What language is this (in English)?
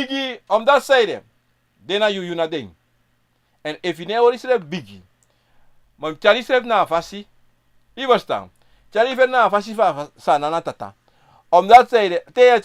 Sranan Tongo